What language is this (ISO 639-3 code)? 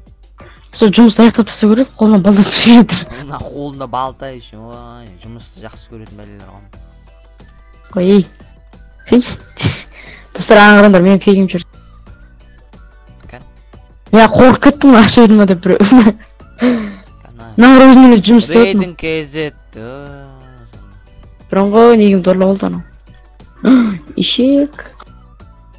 kaz